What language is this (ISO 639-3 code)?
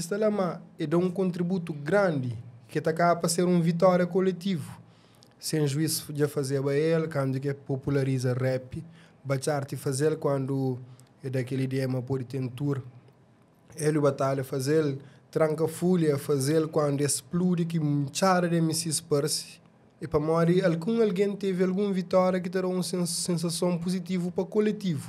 kea